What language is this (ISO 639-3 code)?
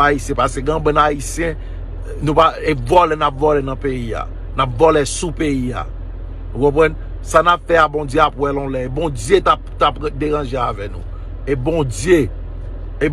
hat